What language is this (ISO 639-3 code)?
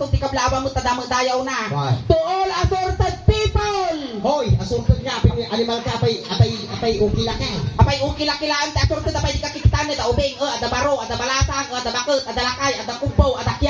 ilo